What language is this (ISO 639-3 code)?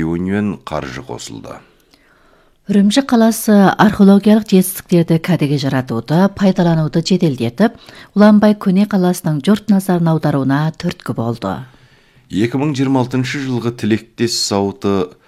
kaz